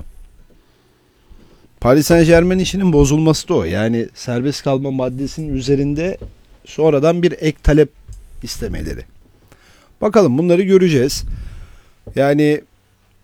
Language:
Turkish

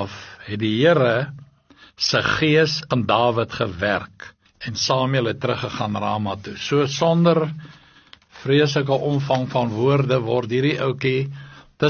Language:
Afrikaans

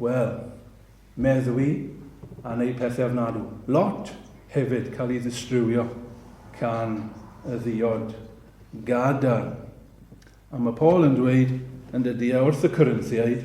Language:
Welsh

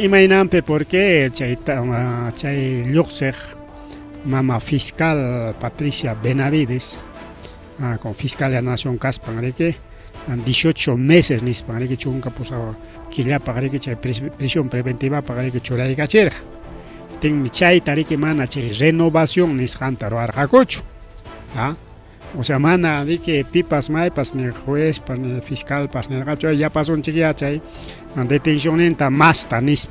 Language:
Ayacucho Quechua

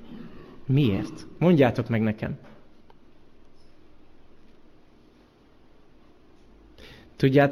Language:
Hungarian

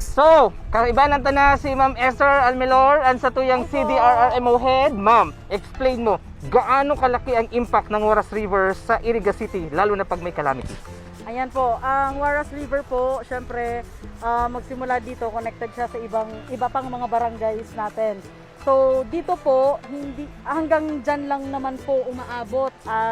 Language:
Bikol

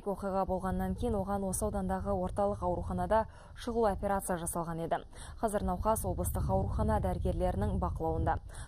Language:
Kazakh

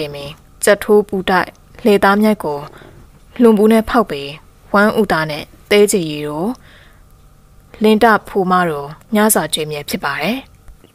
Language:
Burmese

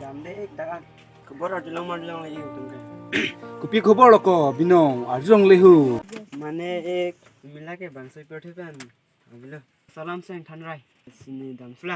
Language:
Karbi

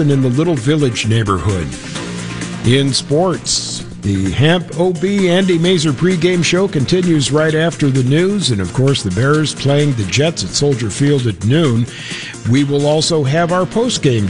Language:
English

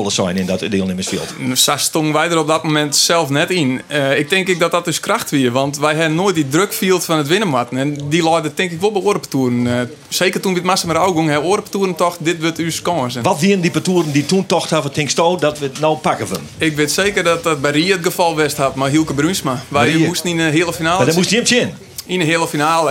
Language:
Western Frisian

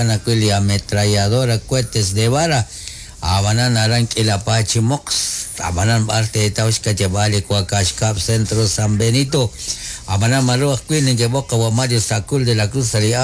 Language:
Kekchí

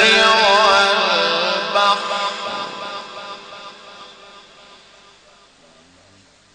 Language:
Arabic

